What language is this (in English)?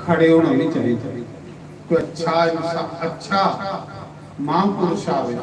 Dogri